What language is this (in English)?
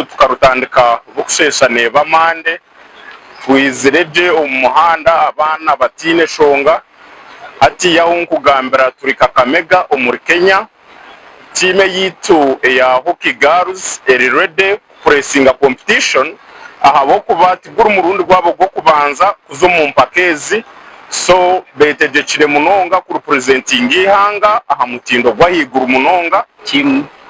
Nyankole